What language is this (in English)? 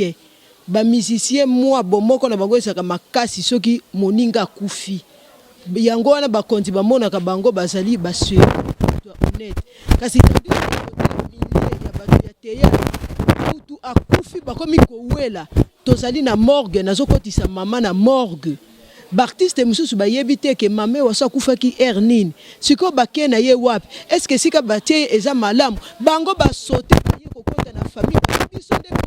Lingala